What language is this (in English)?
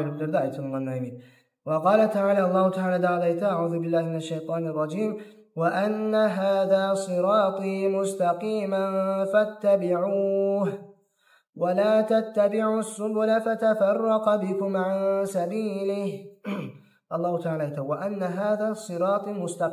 Kumyk